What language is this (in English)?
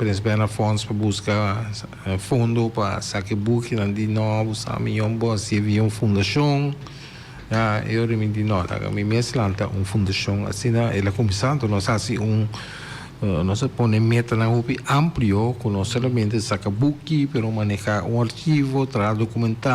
Papiamento